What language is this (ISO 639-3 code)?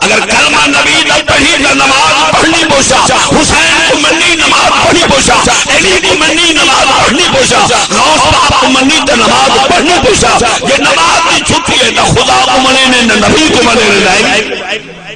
skr